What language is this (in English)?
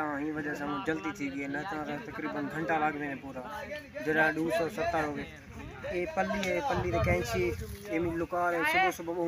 Saraiki